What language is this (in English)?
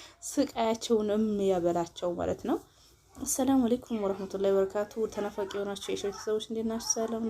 Amharic